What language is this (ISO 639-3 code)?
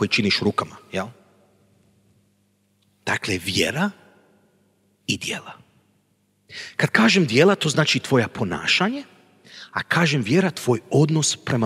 hrv